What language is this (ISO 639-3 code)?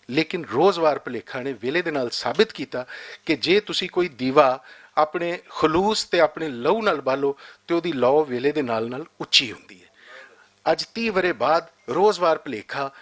lah